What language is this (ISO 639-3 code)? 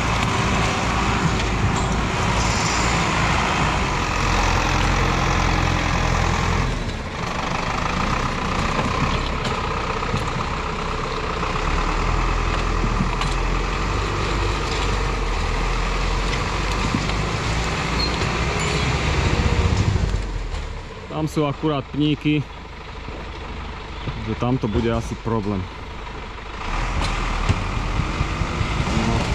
slk